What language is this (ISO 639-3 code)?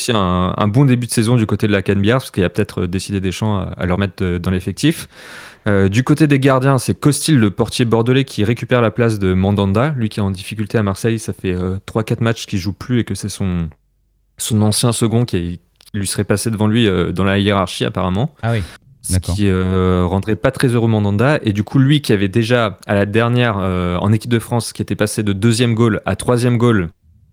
fra